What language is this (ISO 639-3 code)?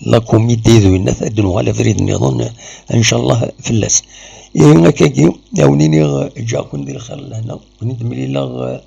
kab